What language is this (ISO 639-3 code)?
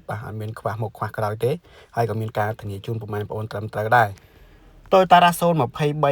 khm